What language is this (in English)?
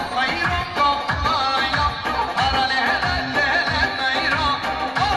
Kurdish